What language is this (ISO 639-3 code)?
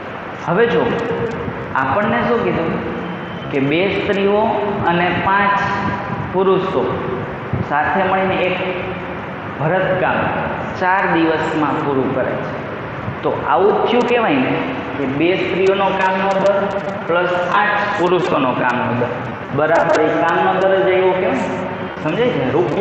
guj